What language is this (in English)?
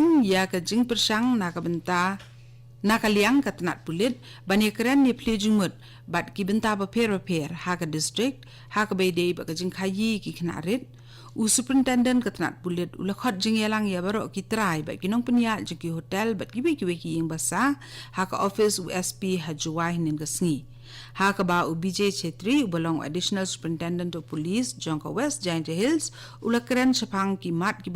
Khasi